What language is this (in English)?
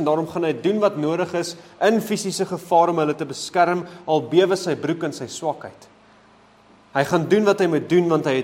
Afrikaans